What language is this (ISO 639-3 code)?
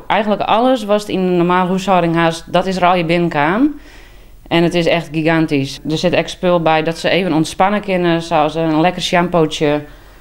fry